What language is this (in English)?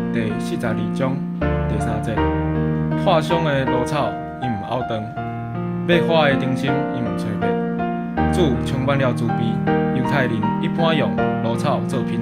Min Nan Chinese